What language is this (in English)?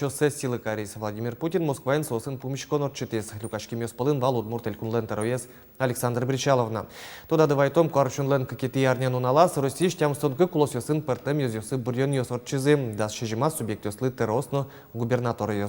Udmurt